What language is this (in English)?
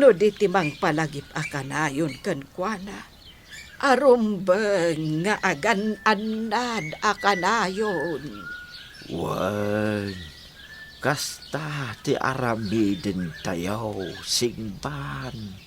Iloko